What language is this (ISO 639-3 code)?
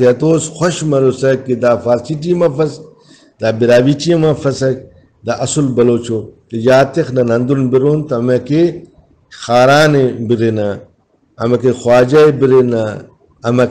brh